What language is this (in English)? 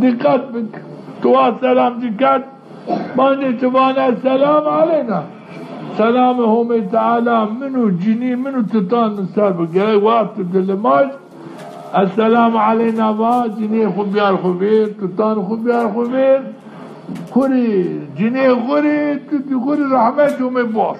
Zaza